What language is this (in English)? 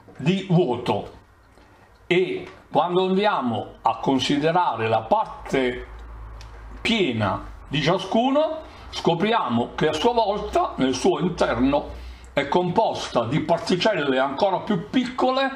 Italian